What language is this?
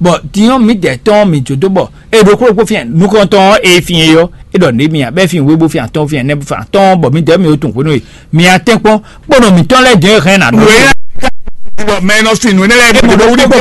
Fon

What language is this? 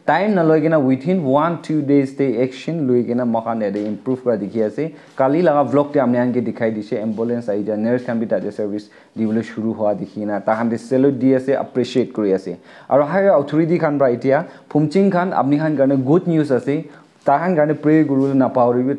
Naga Pidgin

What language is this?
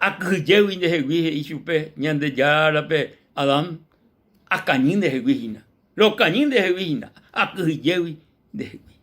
Guarani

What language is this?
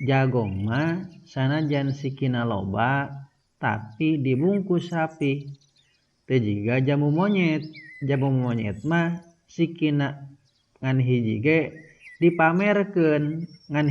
Sundanese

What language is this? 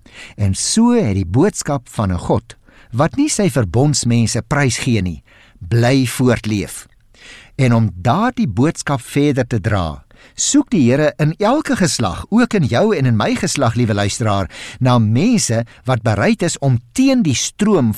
Afrikaans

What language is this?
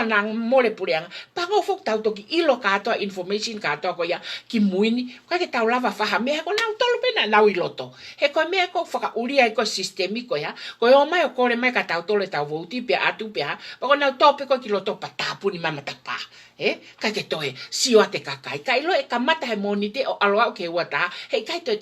Tongan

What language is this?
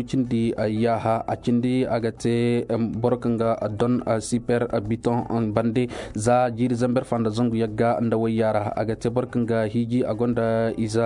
Koyraboro Senni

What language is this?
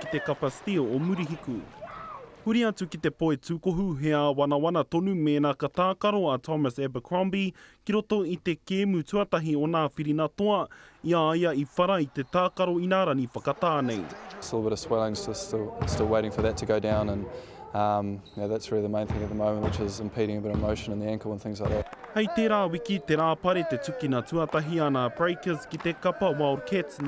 Māori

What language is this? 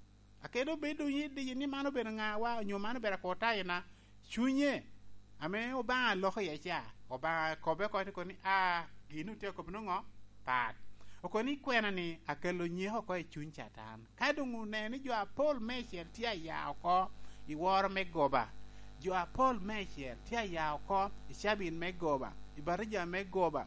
Lango (Uganda)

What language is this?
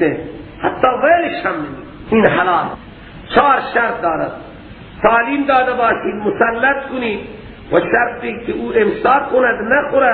Persian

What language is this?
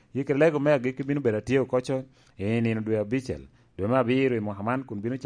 Lango (Uganda)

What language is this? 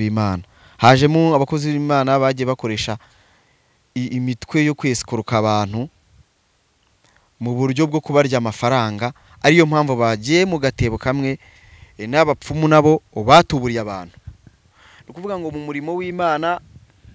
Kinyarwanda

